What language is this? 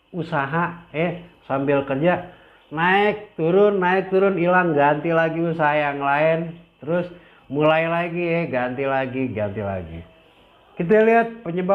Betawi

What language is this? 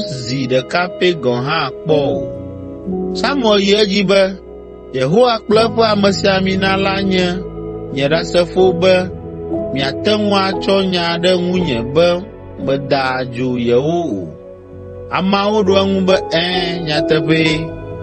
Ewe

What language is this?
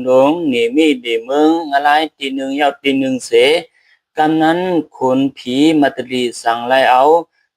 Shan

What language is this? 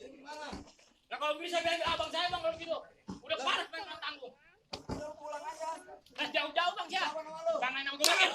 Betawi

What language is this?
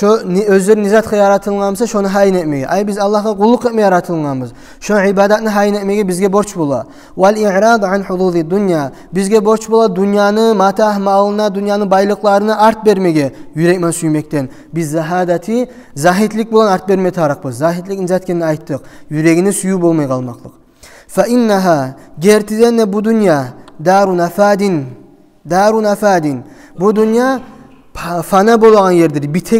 Kumyk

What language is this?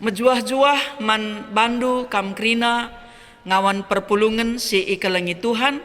Batak Karo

